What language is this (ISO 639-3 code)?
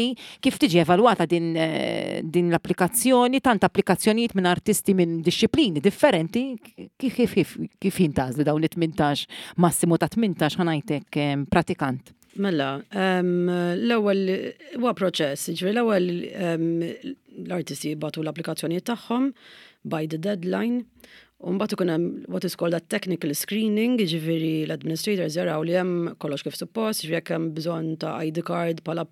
mlt